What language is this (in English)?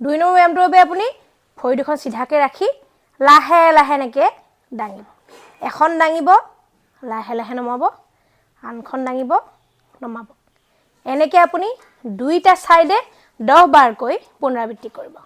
Assamese